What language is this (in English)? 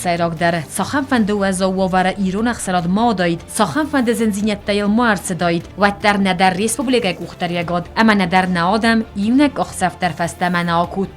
Ossetic